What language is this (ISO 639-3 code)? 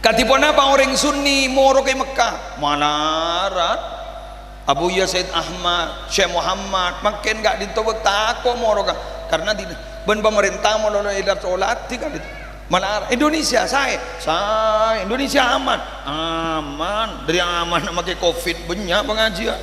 mad